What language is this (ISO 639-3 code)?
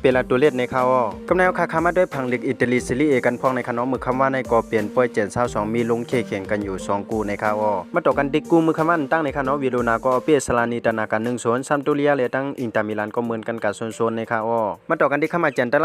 shn